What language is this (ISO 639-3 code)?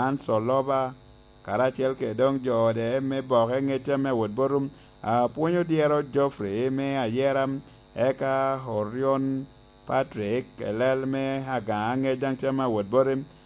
laj